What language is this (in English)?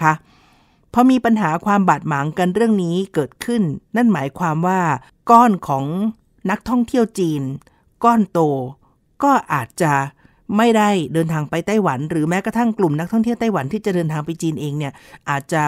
Thai